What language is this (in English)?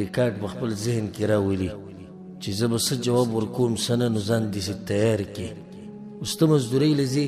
Pashto